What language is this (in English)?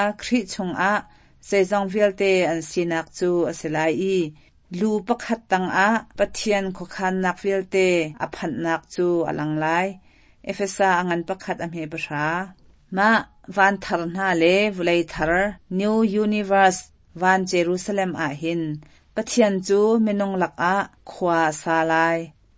Hakha Chin